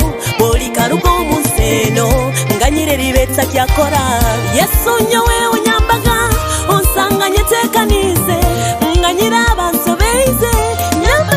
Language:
Nyoro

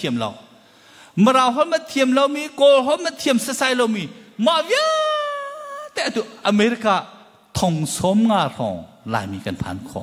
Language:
Hakha Chin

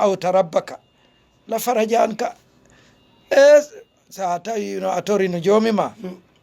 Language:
Fula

